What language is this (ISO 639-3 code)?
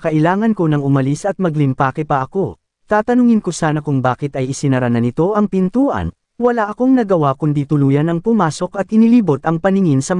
fil